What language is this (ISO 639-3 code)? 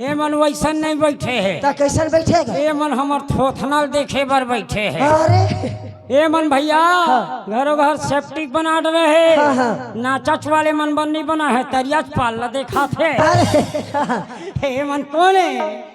hne